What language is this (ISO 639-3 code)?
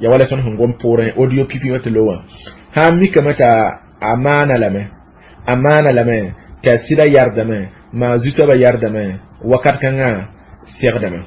mos